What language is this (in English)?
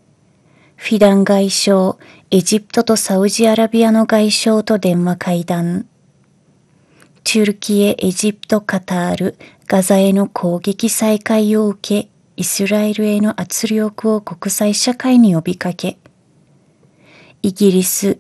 Japanese